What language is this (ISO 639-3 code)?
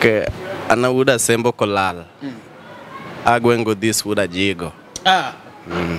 luo